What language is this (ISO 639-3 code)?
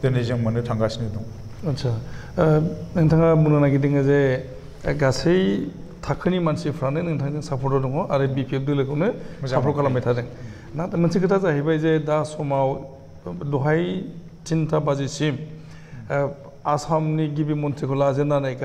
brx